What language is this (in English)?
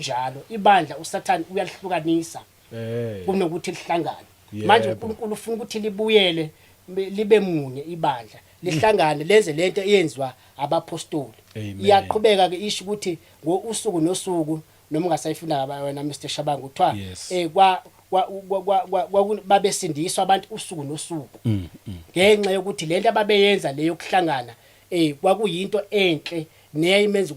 Zulu